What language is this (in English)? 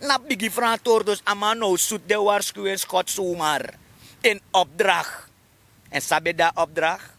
Sranan Tongo